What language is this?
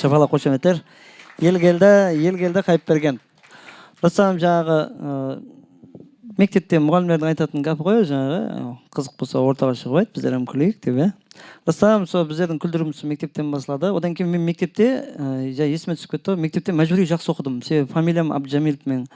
Kara-Kalpak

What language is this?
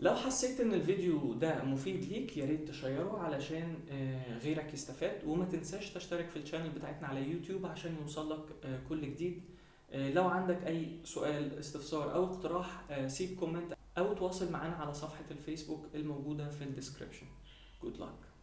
Egyptian Arabic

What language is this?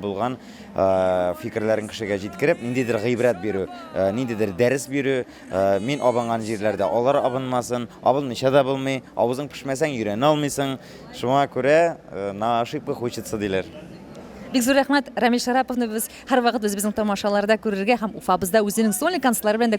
Tatar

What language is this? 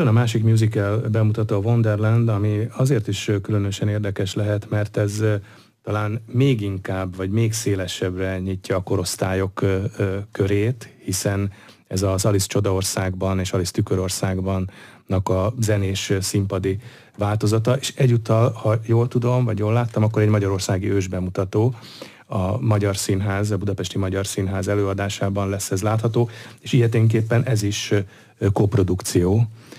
Hungarian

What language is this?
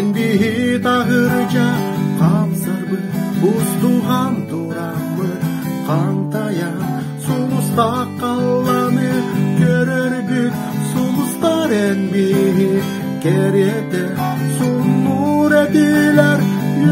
Yakut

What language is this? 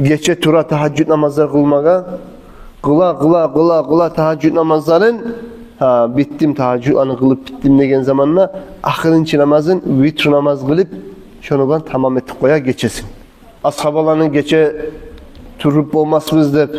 Kumyk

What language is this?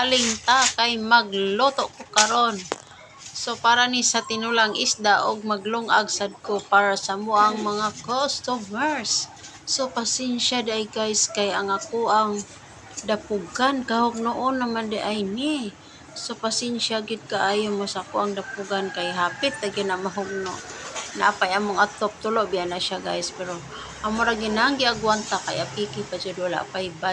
Cebuano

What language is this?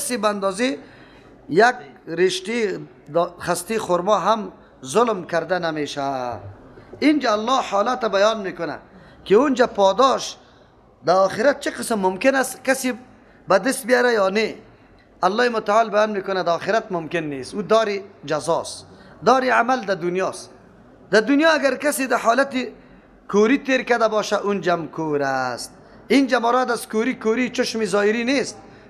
Persian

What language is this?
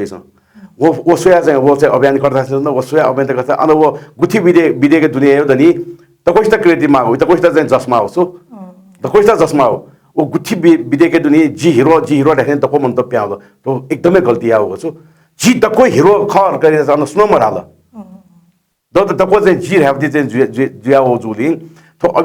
Newari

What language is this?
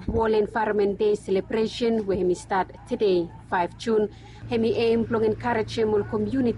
Bislama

